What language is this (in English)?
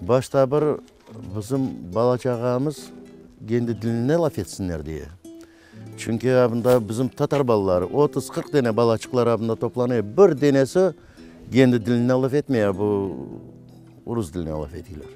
Crimean Tatar